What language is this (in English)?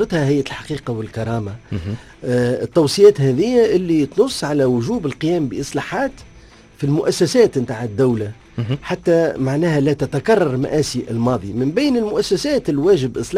Tunisian Arabic